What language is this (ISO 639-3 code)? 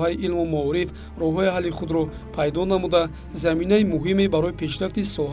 tgk